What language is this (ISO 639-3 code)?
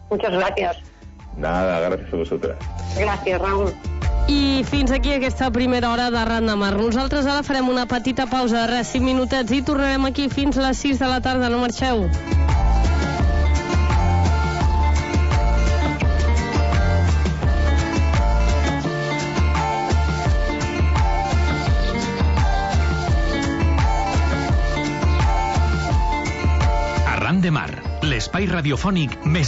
cat